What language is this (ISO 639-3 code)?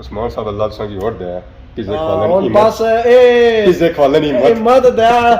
phr